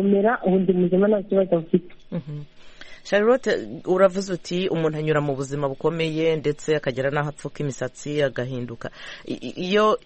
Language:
Kinyarwanda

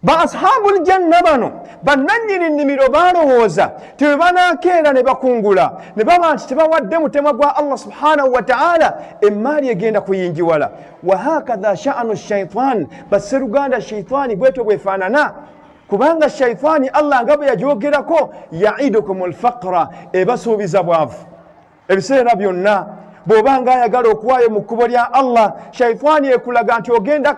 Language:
Ganda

